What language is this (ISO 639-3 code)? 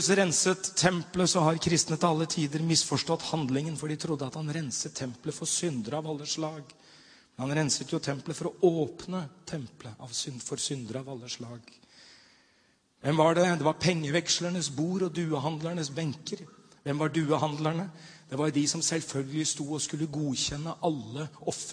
nor